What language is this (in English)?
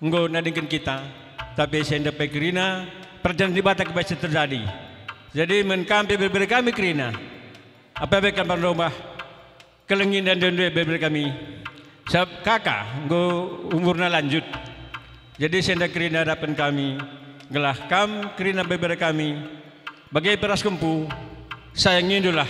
Batak Karo